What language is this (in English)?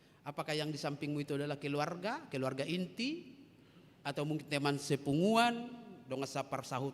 Batak Toba